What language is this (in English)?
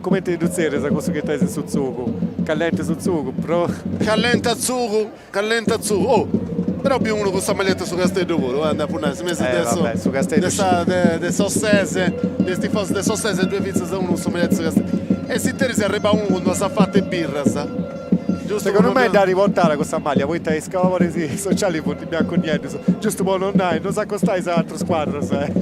Sardinian